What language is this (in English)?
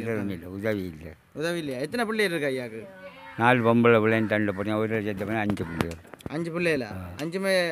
Tamil